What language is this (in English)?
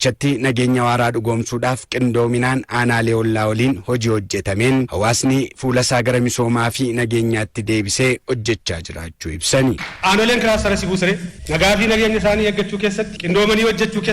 Oromo